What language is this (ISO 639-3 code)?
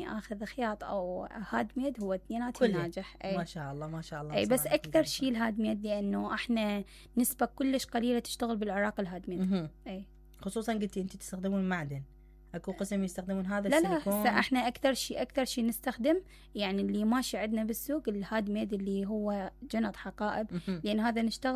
acm